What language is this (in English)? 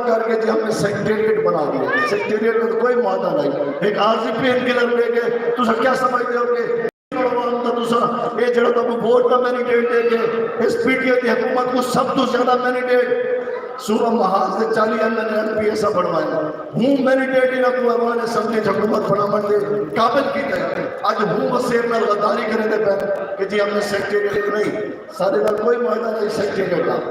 Saraiki